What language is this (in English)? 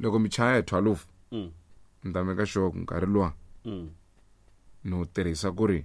Tsonga